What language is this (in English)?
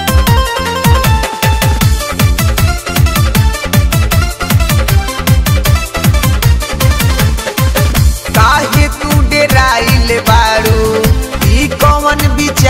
Bhojpuri